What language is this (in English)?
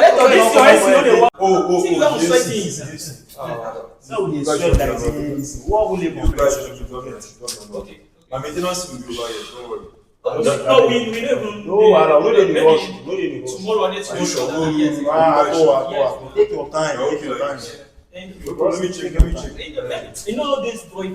Nigerian Pidgin